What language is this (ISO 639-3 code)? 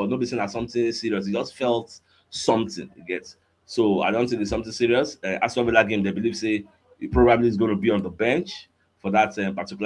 pcm